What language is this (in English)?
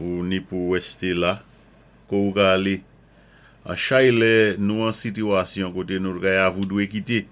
Saint Lucian Creole French